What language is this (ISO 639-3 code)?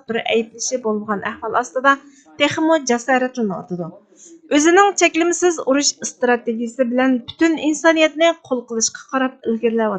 uig